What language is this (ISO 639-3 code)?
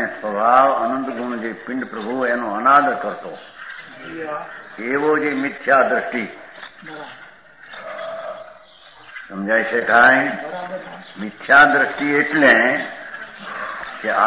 guj